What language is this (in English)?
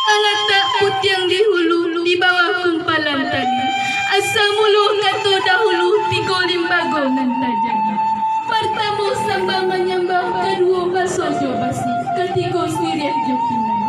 Minangkabau